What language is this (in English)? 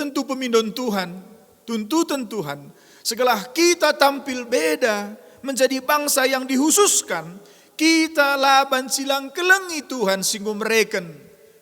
Batak Karo